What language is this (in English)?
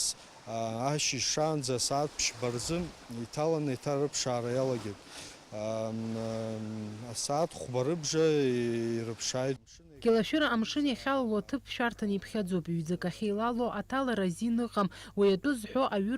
Abkhazian